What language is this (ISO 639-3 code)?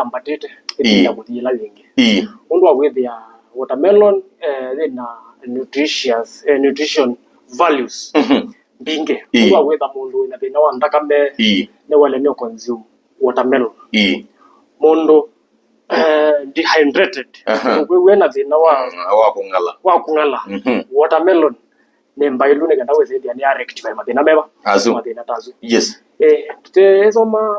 kam